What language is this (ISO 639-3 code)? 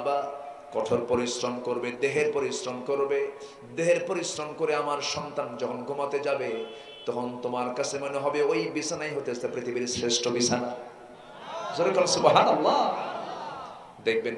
ben